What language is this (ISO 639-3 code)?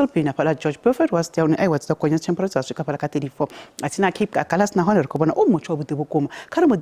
ven